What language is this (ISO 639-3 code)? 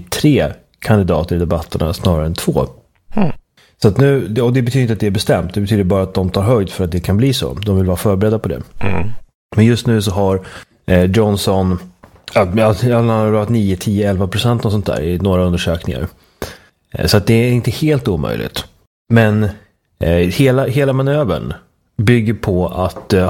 swe